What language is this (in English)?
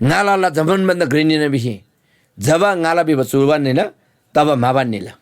Eastern Tamang